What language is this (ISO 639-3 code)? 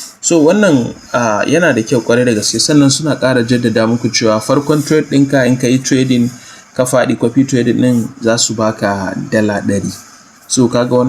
hau